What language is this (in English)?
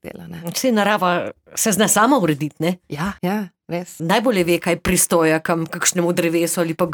Slovenian